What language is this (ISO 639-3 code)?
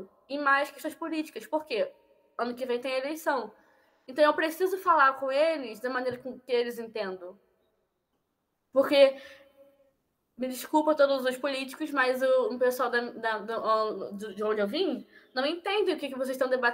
por